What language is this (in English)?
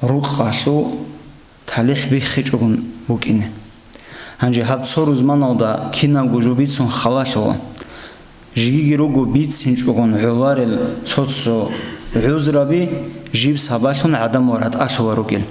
Avaric